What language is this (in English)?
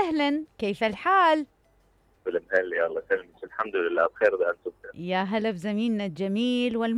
Mesopotamian Arabic